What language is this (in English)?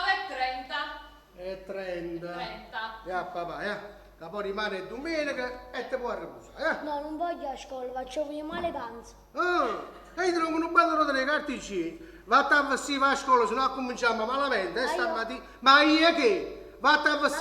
Neapolitan